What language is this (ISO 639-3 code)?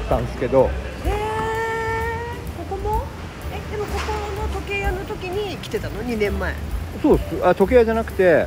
jpn